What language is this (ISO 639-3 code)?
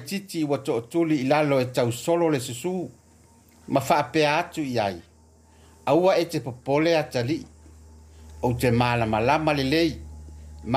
smo